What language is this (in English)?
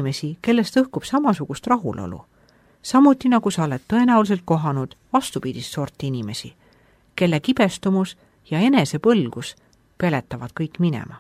Estonian